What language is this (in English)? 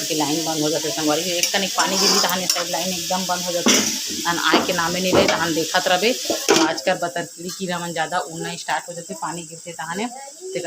Chhattisgarhi